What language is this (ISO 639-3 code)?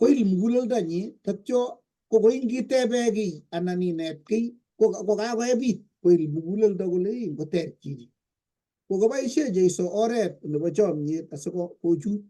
kln